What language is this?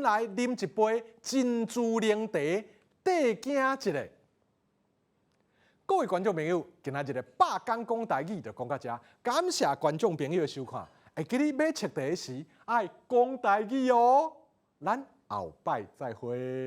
Min Nan Chinese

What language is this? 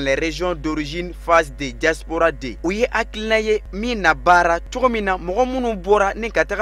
Bambara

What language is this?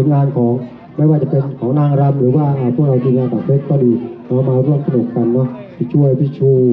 Thai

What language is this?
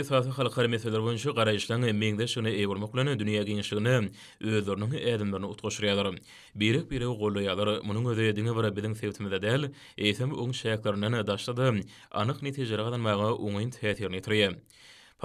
Turkmen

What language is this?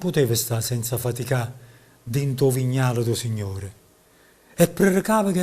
Neapolitan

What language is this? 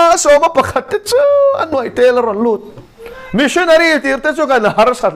Mizo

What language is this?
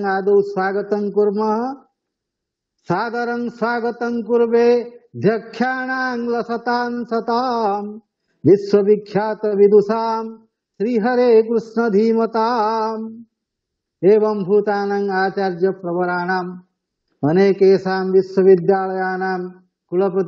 Sanskrit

